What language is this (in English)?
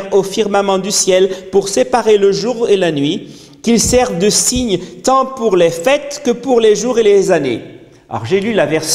French